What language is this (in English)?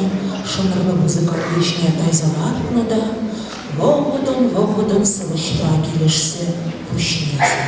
Chuvash